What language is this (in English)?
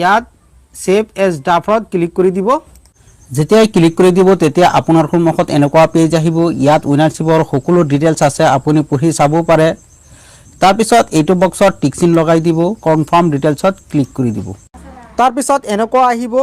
Assamese